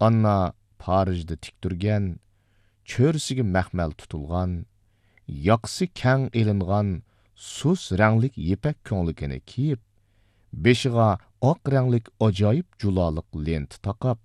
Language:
Uyghur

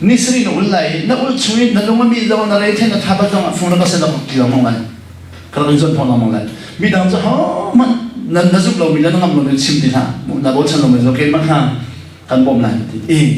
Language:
Hakha Chin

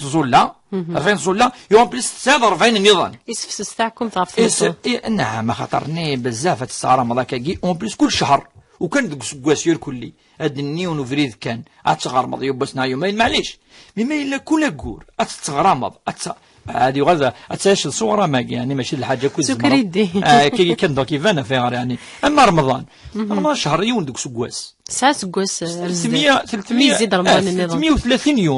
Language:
Kabyle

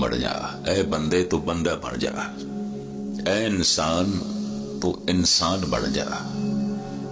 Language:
Punjabi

